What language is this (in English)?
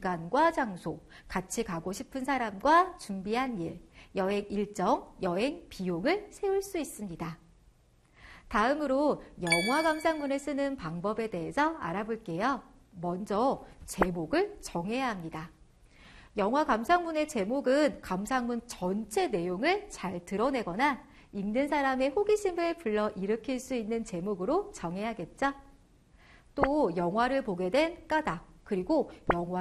Korean